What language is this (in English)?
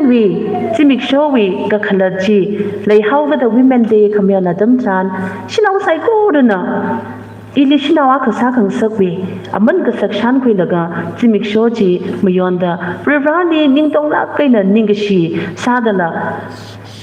Tangkhul Naga (India)